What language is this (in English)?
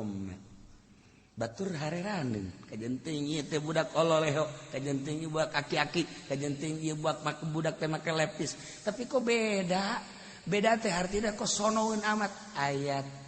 Sundanese